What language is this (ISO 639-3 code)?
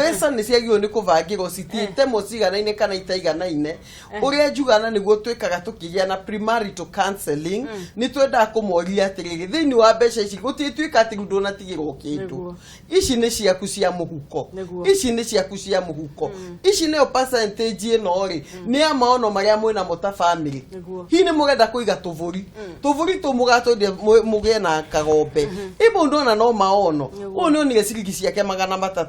kik